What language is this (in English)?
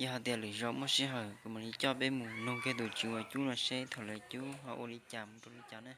Hmong